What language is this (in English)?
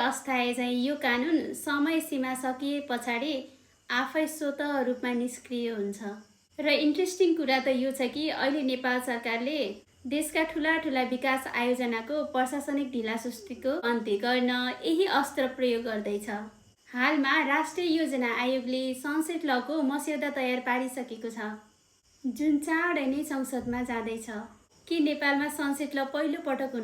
Nepali